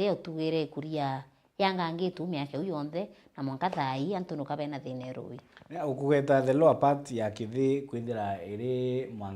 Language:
Meru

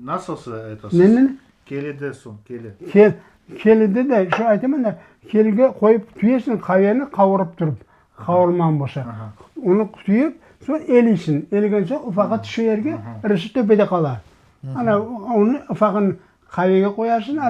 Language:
Crimean Tatar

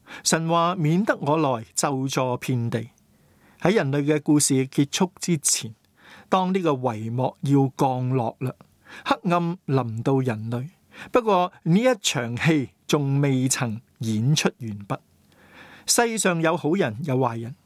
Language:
Cantonese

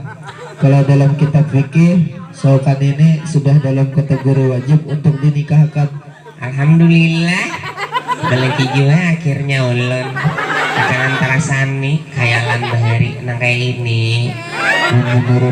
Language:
Banjar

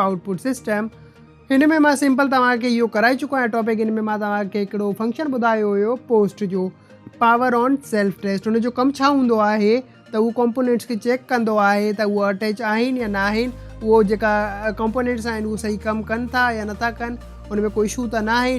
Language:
Sindhi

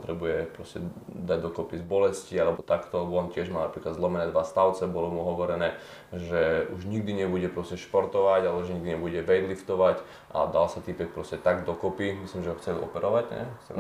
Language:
Slovak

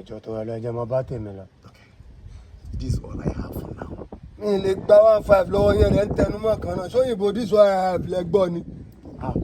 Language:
Yoruba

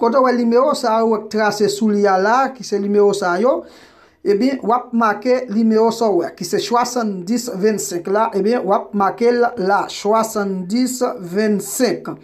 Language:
Haitian Creole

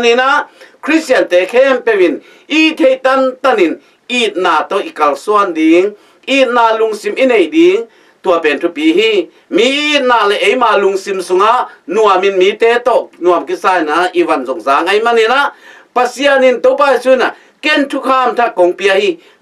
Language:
Tedim Chin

